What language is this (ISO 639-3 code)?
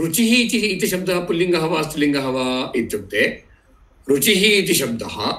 san